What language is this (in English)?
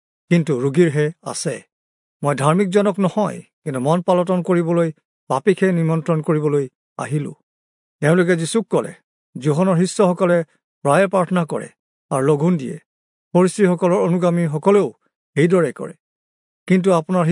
Assamese